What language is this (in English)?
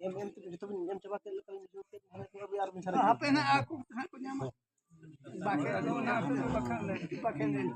Santali